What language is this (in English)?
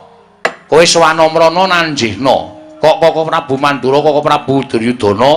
Javanese